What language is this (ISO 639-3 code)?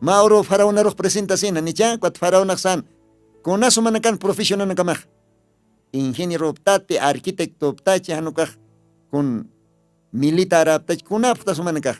aym